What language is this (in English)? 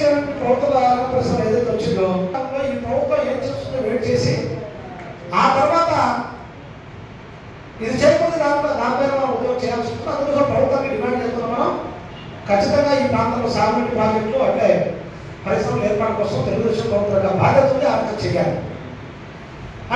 Telugu